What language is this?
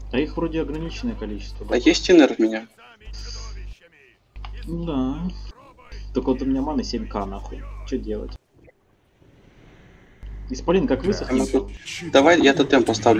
Russian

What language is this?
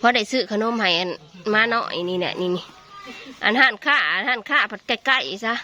Northeastern Thai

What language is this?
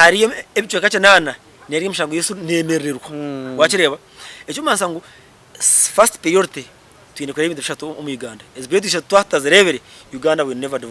Nyankole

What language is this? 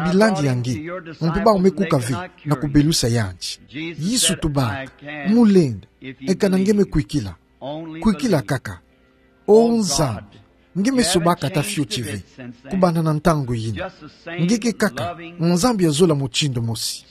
Kituba (Democratic Republic of Congo)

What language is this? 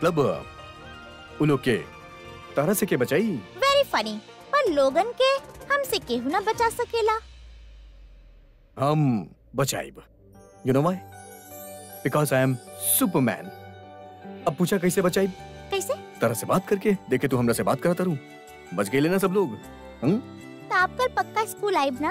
Bhojpuri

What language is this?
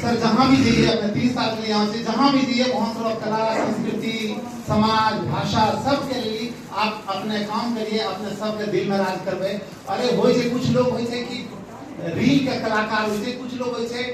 Angika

